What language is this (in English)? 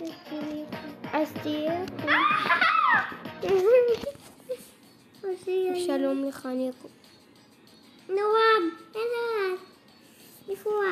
Hebrew